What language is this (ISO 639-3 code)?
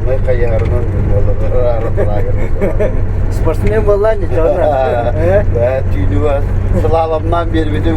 sah